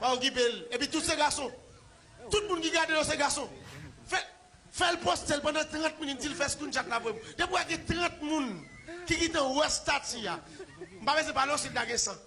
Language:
Haitian Creole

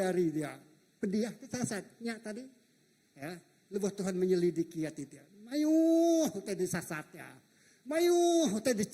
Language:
Iban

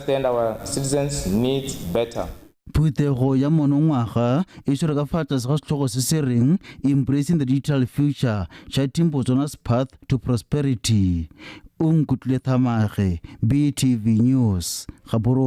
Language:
Tswana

